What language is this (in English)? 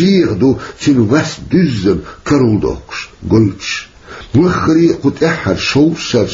Chechen